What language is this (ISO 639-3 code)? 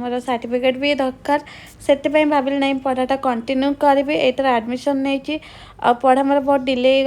ori